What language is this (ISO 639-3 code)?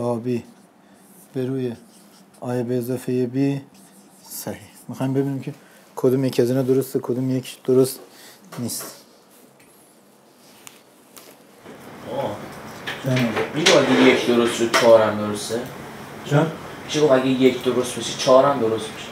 fas